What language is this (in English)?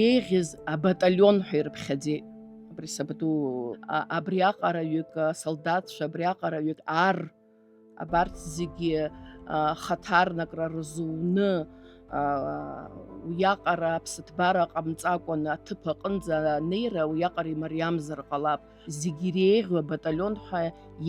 Abkhazian